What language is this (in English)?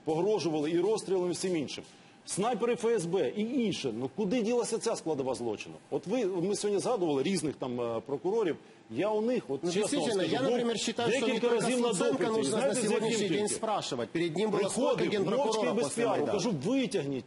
Ukrainian